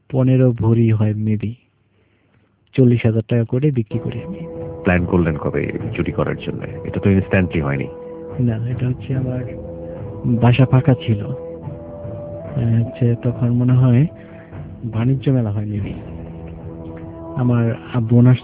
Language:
Bangla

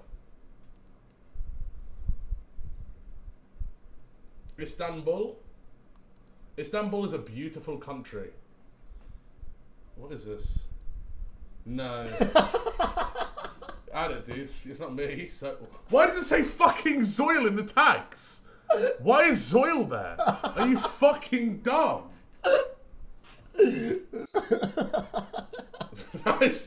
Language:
English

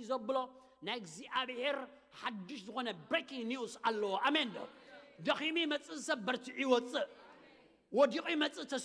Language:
Tigrinya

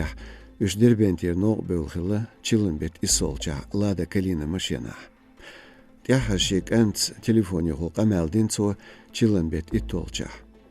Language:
Chechen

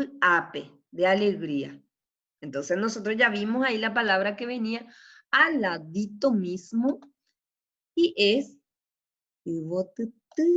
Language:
Guarani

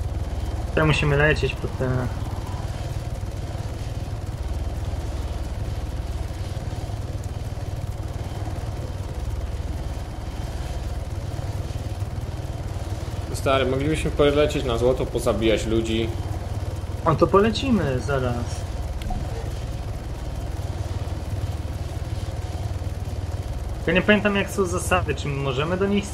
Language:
Polish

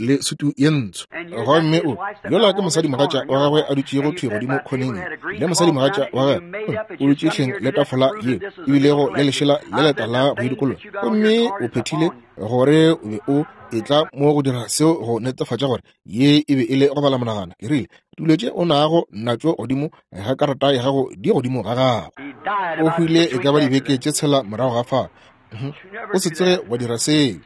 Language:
Northern Sotho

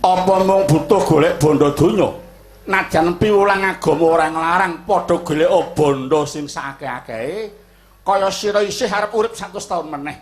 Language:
Javanese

